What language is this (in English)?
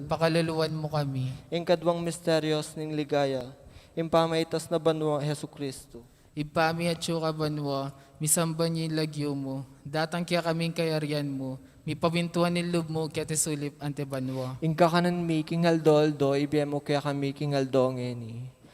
Pampanga